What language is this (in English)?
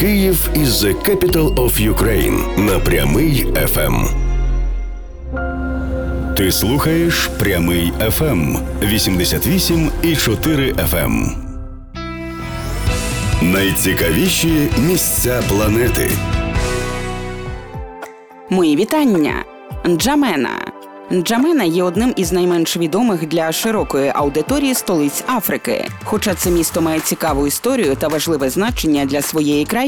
Ukrainian